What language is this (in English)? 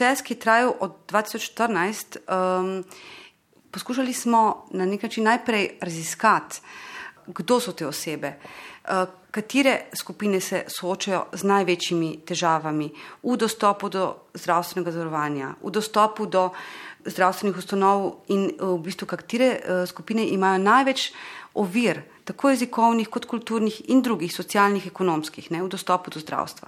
Slovenian